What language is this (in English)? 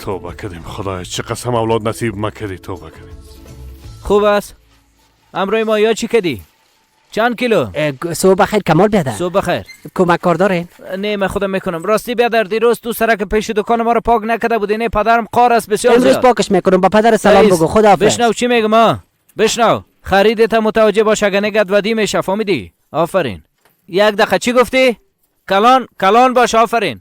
Persian